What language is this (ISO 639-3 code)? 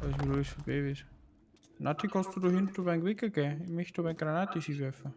bar